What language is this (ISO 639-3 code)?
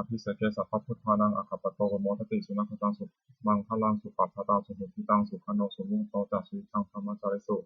pli